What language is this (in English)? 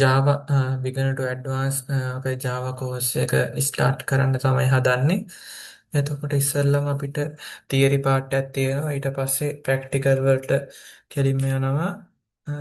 Sinhala